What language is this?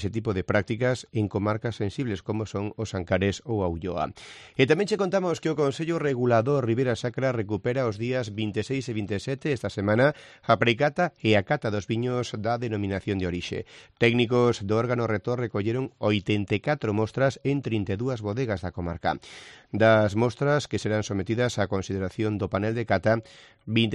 Galician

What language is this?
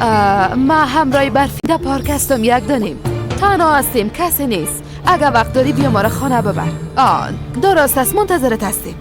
Persian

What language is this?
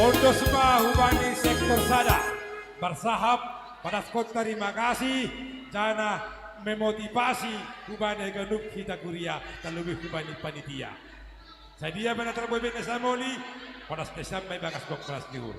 Batak Simalungun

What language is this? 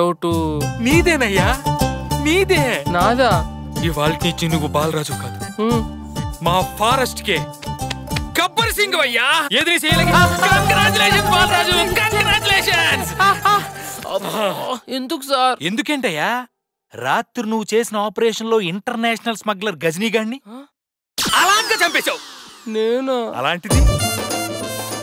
Telugu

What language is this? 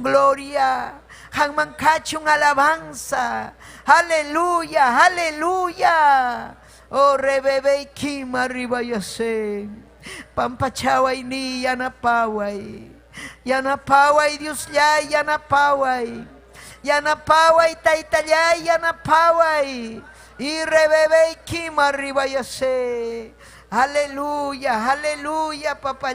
Ayacucho Quechua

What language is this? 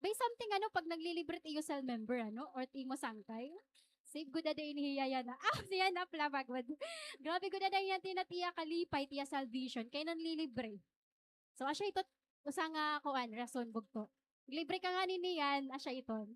Waray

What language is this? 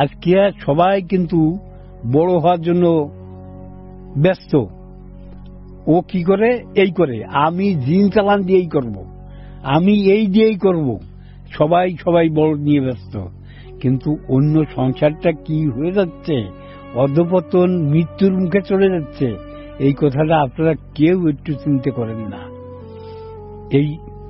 Bangla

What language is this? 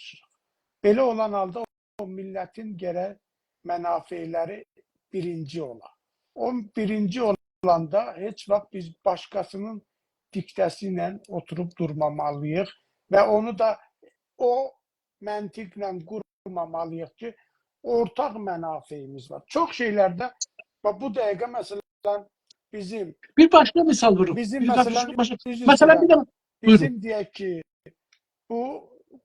South Azerbaijani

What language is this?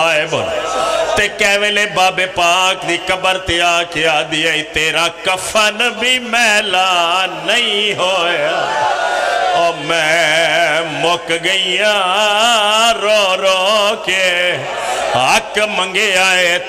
Pahari-Potwari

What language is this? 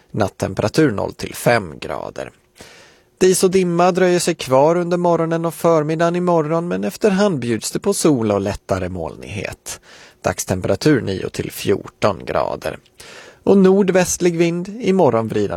Swedish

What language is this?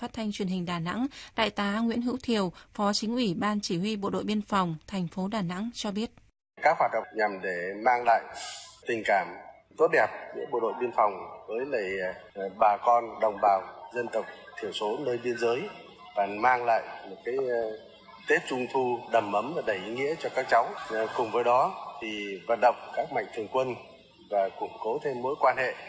Vietnamese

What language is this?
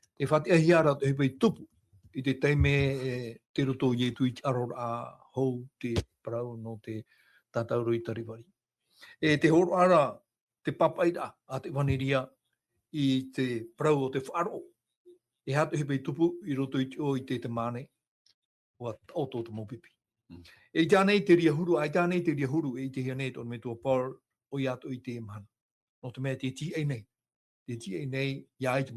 Tahitian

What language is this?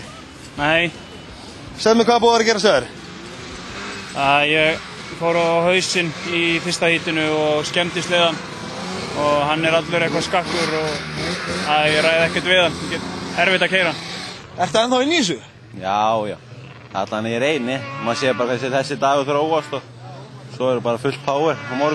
Icelandic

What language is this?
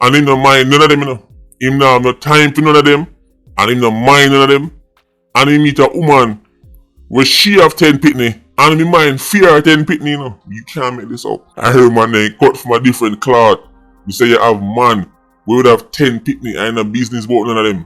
Jamaican Creole English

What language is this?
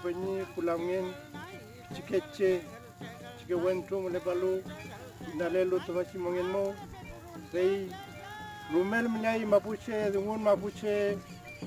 Mapuche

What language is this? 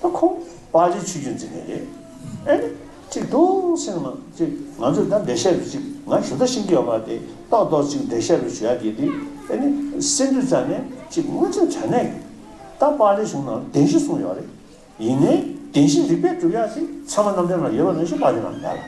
Tibetan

